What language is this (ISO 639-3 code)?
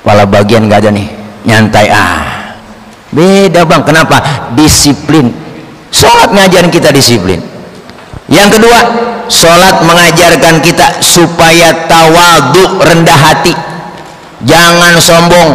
bew